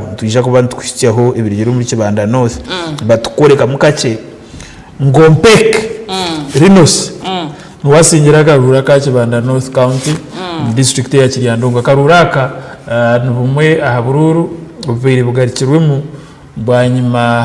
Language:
Nyankole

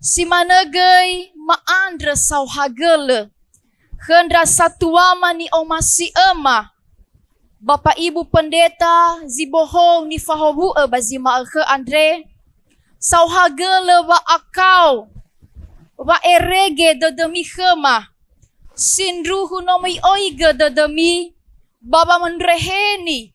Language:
Nias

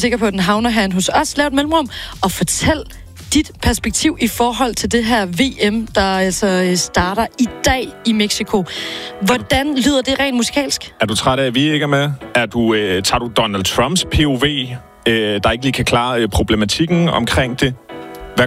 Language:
Danish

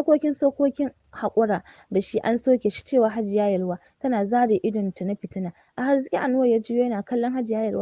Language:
Hausa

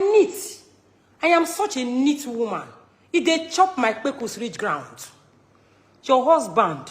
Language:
Nigerian Pidgin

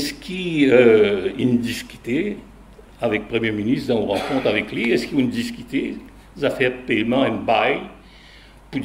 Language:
Morisyen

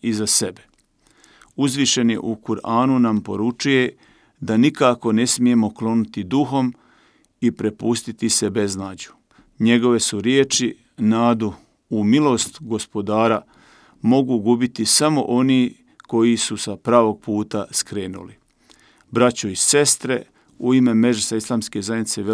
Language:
Bosnian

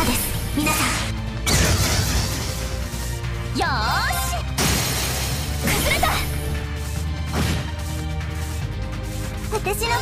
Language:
Japanese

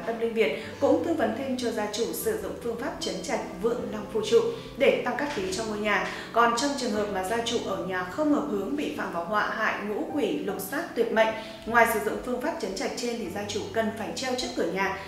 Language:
Vietnamese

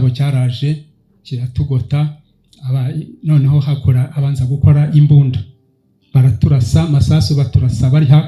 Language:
Kinyarwanda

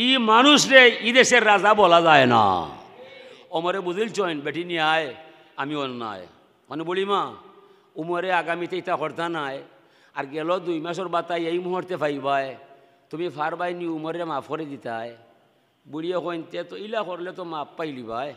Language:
Sylheti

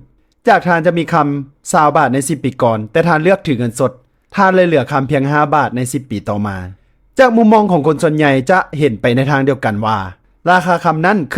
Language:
Lao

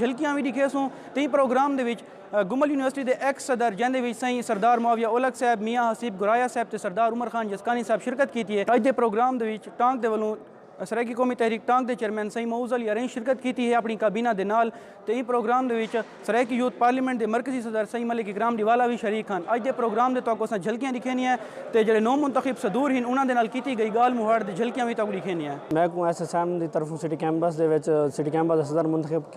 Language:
Saraiki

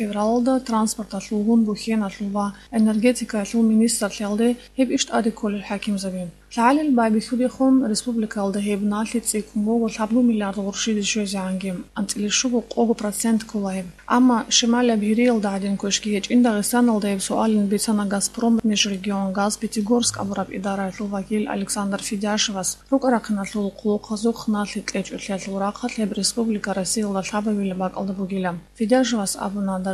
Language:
Avaric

